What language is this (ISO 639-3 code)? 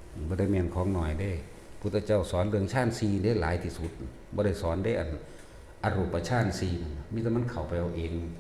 tts